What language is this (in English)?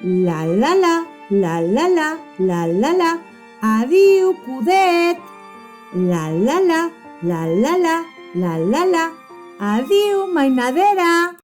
Occitan